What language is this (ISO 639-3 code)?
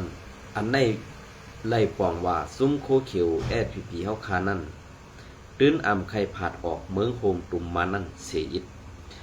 shn